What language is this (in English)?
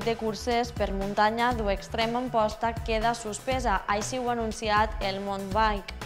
Catalan